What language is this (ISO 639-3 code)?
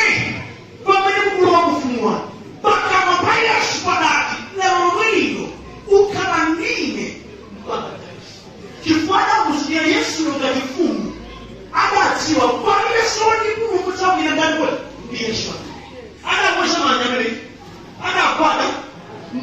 nya